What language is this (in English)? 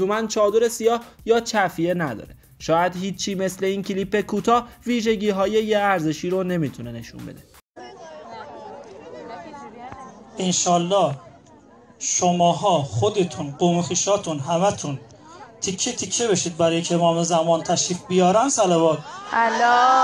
Persian